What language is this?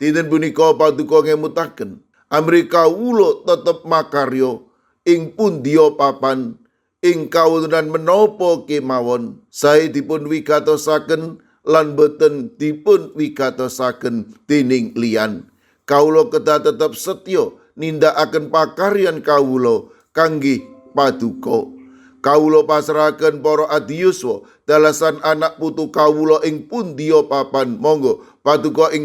Javanese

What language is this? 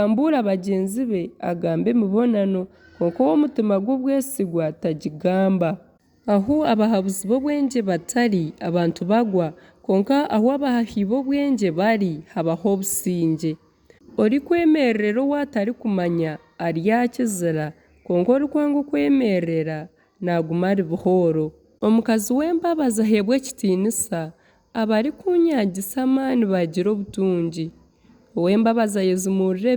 Nyankole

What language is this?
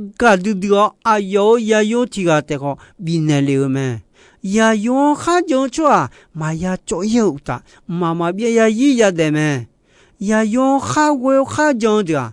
Akha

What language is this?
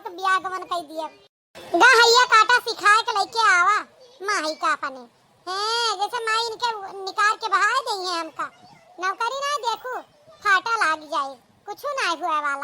Awadhi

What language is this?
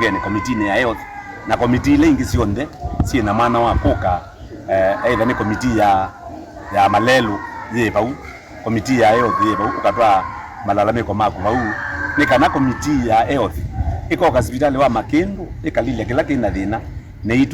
Kamba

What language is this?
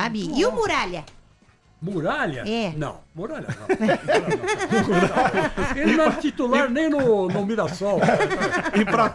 Portuguese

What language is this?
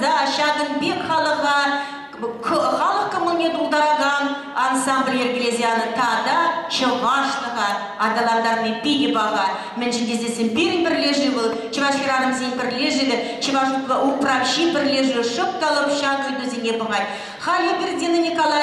Chuvash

